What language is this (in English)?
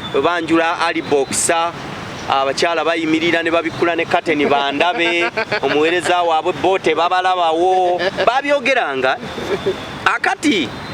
Ganda